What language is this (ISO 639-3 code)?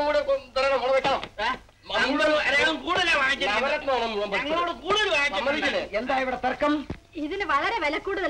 mal